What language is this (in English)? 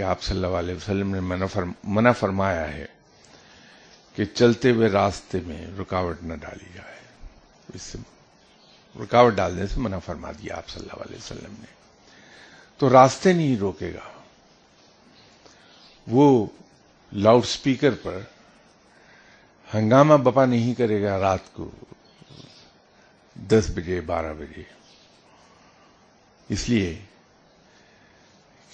Urdu